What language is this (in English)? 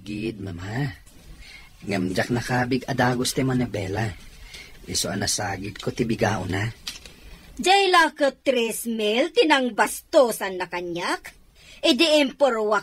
Iloko